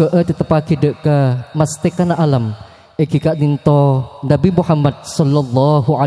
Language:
Madurese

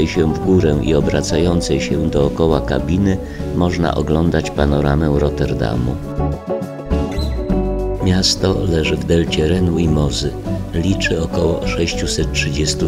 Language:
Polish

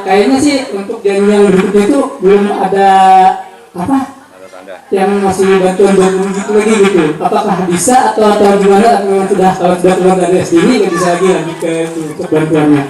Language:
Banjar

